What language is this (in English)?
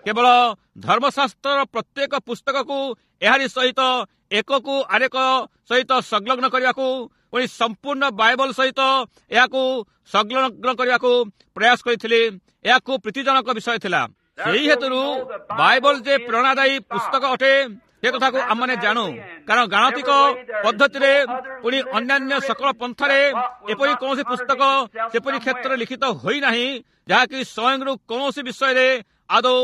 Odia